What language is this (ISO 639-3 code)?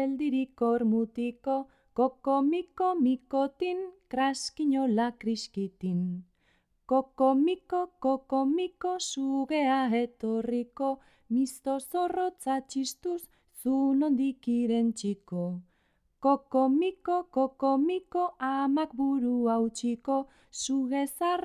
eus